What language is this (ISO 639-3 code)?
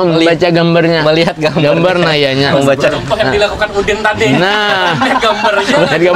bjn